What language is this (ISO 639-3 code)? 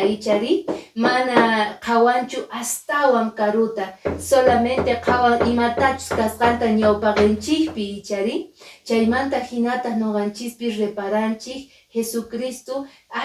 que